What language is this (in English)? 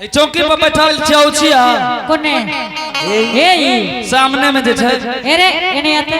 Angika